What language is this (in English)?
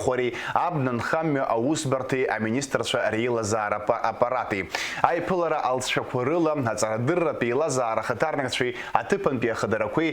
Abkhazian